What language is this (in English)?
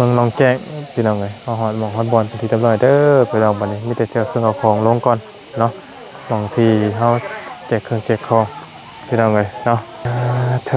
Lao